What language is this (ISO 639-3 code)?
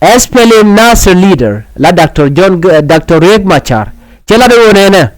nus